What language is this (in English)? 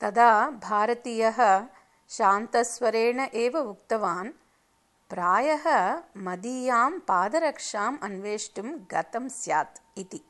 Sanskrit